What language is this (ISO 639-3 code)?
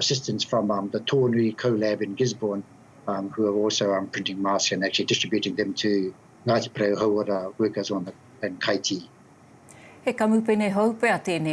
mri